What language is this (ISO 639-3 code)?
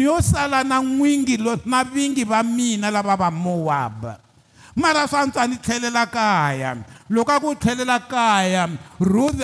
tso